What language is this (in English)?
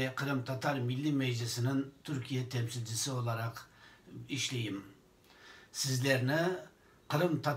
Crimean Tatar